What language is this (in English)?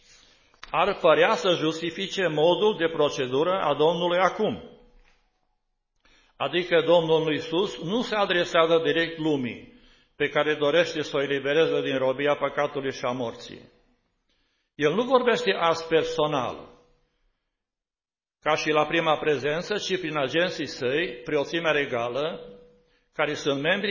Romanian